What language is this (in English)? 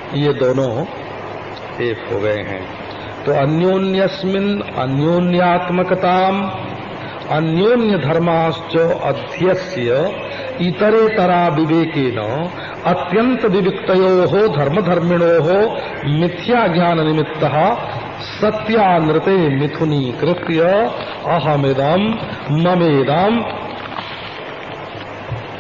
Hindi